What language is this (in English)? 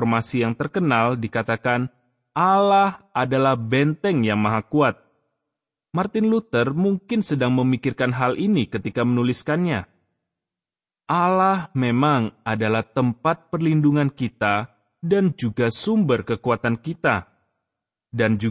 Indonesian